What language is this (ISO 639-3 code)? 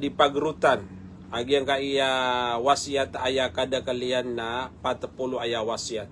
mrw